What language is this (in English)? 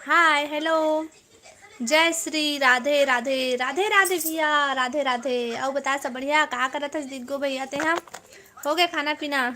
Chhattisgarhi